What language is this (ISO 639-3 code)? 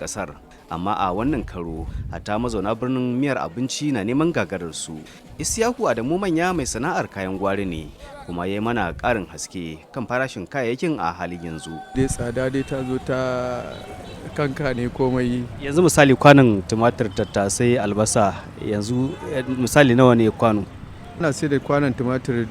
hau